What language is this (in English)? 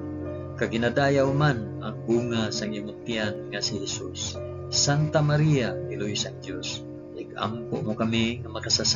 Hiligaynon